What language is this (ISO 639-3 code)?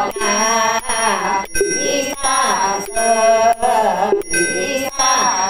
vie